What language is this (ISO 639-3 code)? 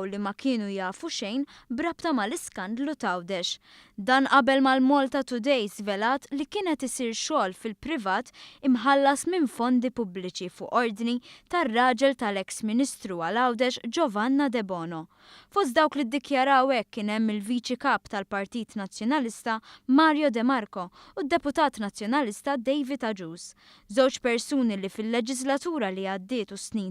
mlt